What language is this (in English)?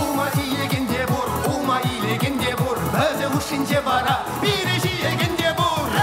Chuvash